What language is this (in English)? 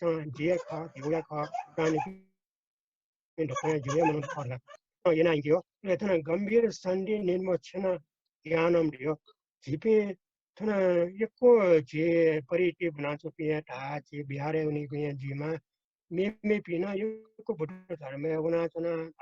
Newari